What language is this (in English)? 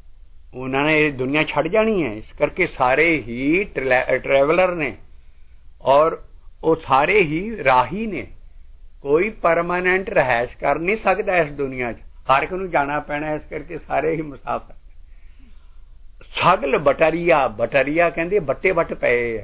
Punjabi